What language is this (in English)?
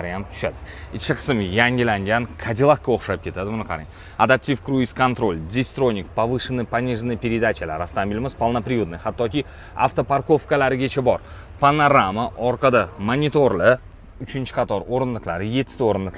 Uzbek